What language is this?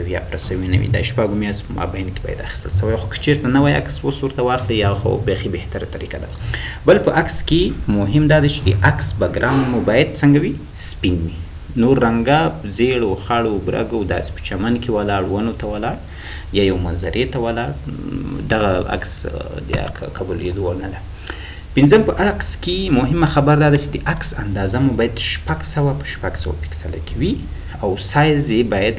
Pashto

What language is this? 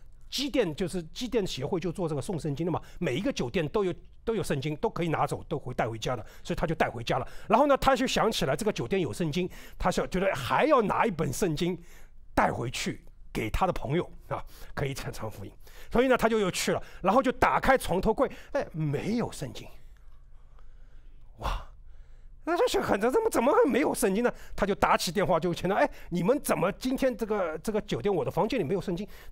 Chinese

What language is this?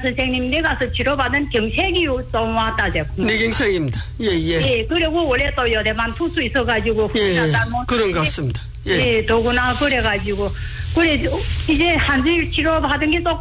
Korean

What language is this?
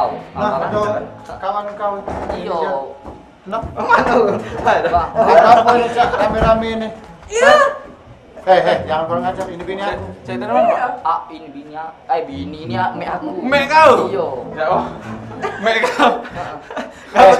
Musi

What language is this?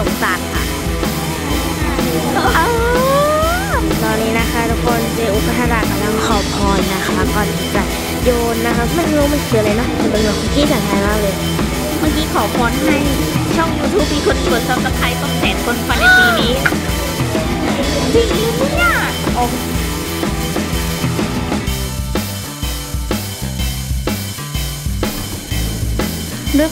Thai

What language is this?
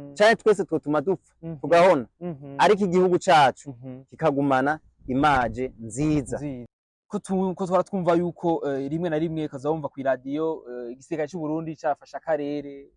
Rundi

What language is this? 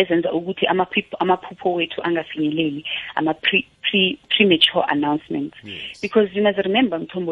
South Ndebele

